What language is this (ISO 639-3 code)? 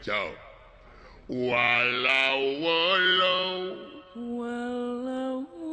sun